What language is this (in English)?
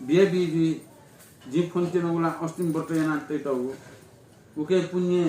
Newari